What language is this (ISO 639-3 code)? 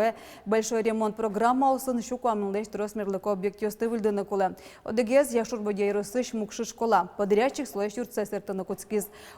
udm